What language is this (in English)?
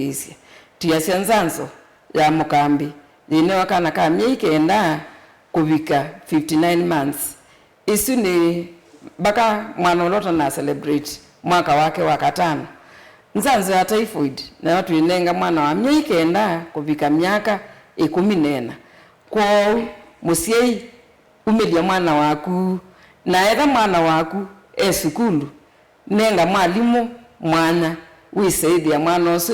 Kamba